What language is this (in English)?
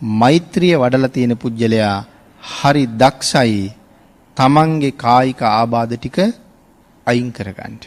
Sinhala